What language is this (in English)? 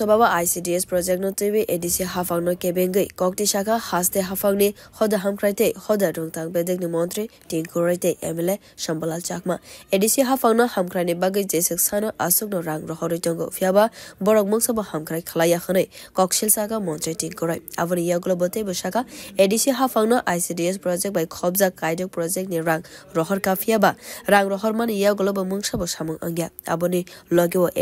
Kok Borok